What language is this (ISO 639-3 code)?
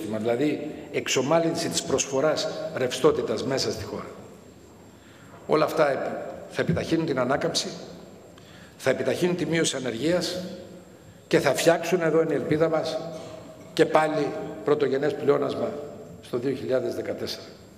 ell